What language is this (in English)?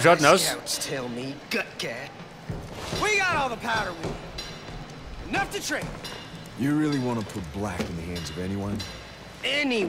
Bavarian